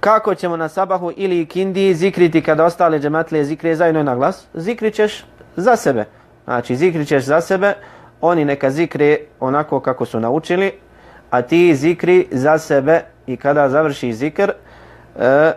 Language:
Bosnian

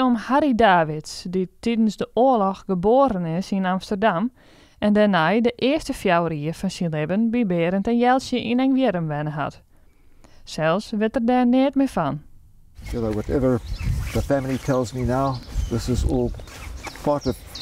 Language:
Western Frisian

